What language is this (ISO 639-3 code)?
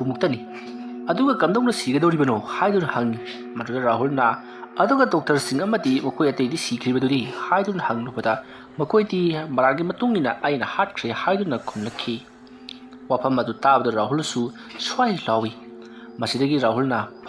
mni